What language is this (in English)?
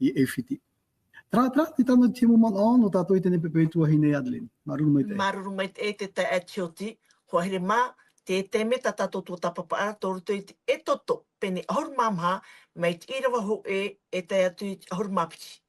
Tahitian